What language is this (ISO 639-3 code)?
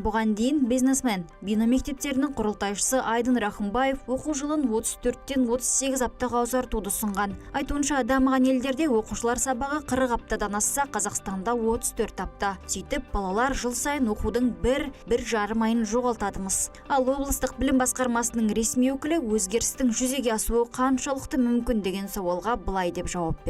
kaz